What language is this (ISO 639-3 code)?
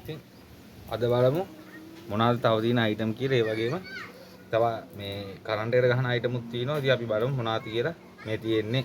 sin